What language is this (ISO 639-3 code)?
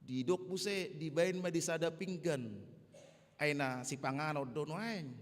bbc